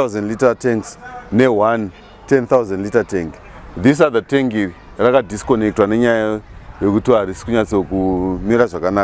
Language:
Shona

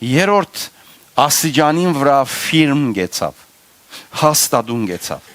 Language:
Western Armenian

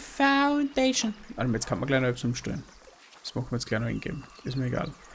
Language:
Bavarian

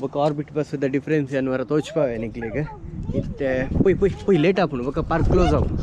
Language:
Tulu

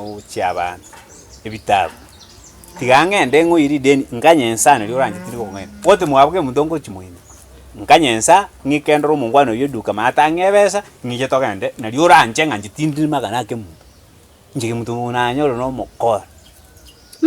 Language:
Gusii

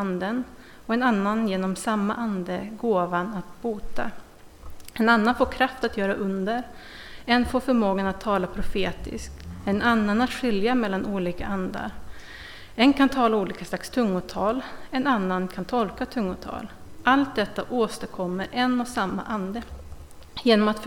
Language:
Swedish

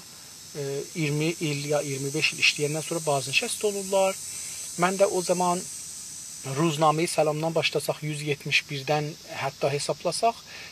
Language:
South Azerbaijani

